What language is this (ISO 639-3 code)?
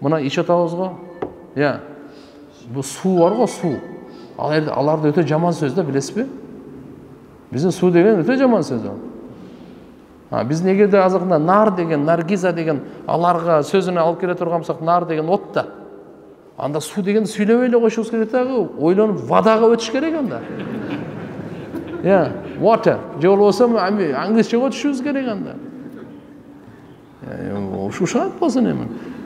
kir